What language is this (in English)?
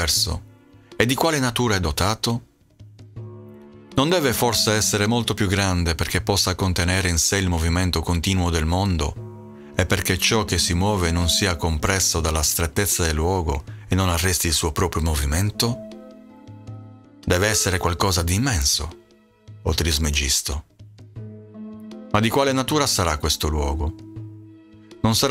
Italian